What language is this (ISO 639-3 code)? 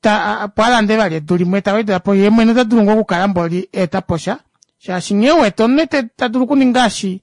kua